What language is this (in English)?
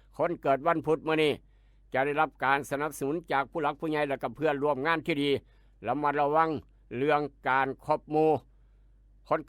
Northeastern Thai